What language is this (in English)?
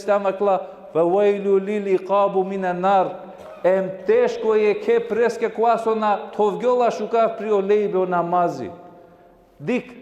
Balkan Romani